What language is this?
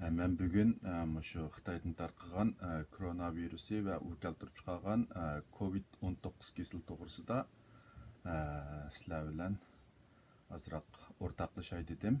Uyghur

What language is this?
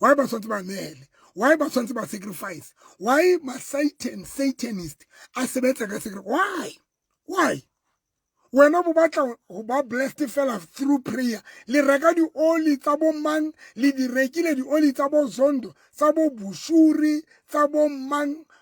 Southern Sotho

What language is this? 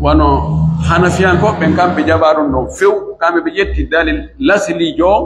Pular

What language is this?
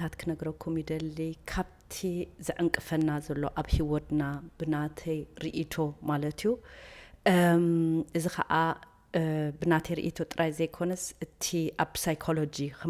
Tigrinya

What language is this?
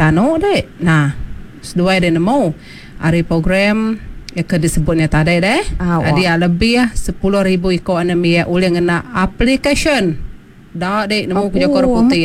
Iban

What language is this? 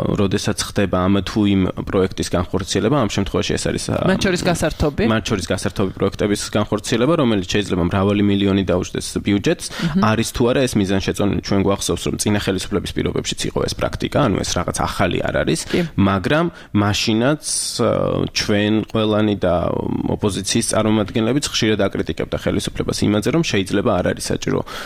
Georgian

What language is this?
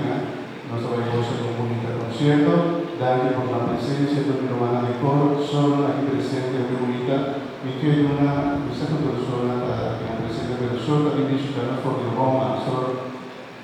Papiamento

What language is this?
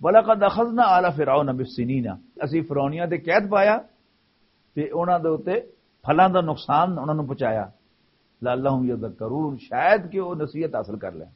Western Panjabi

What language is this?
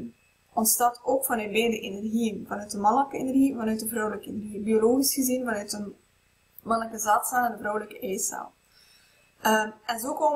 Dutch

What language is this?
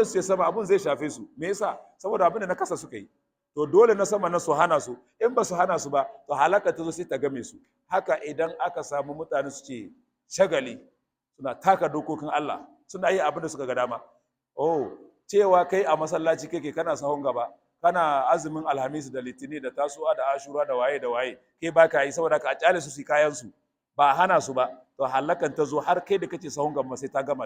Hausa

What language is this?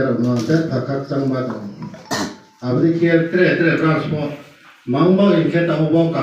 Riang (India)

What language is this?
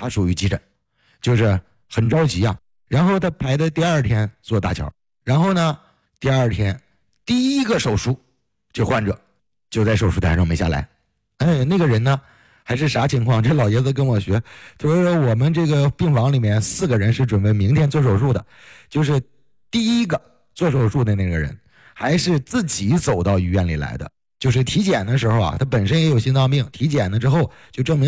Chinese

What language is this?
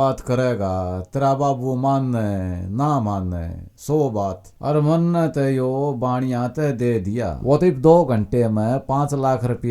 Haryanvi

